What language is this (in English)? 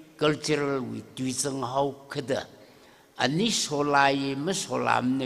Tangkhul Naga (India)